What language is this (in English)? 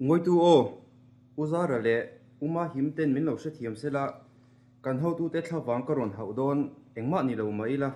Mizo